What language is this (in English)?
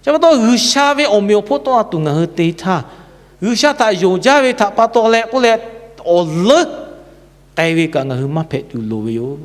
Lahu